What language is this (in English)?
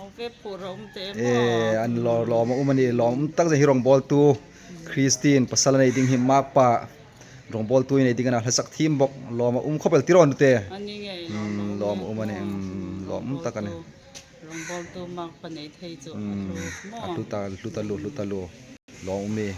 Hmar